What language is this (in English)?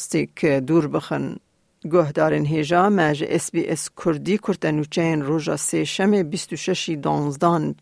Kurdish